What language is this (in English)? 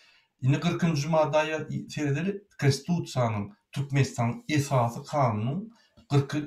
Turkmen